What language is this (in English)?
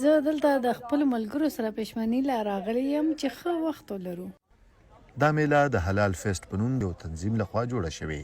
Pashto